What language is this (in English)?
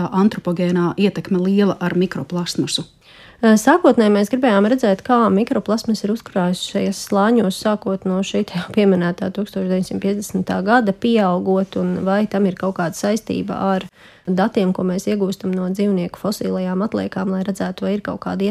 Latvian